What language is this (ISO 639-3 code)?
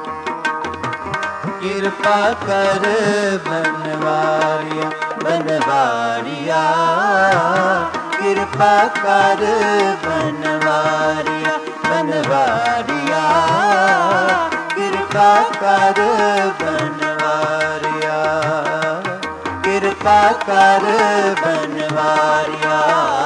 pan